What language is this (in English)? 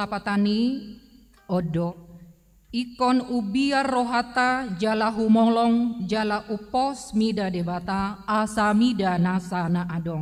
Batak Toba